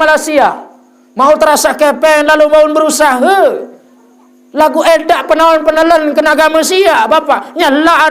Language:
Sasak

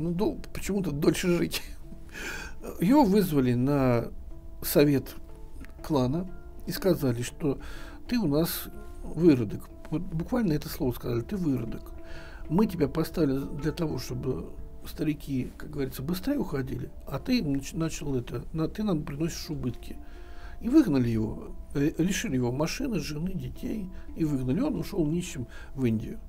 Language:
Russian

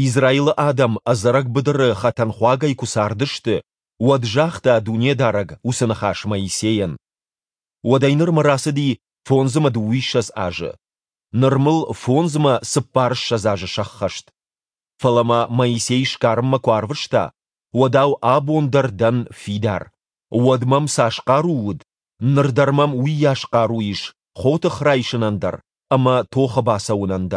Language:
Ossetic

